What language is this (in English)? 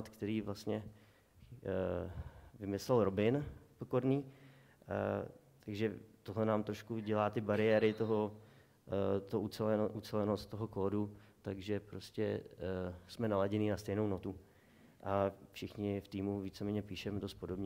Czech